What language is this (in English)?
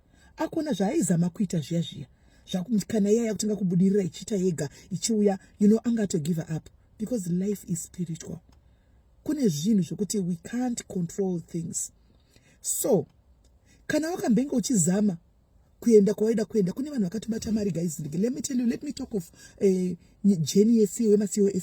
Shona